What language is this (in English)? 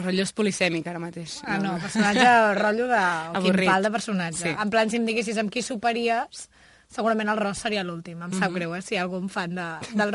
Catalan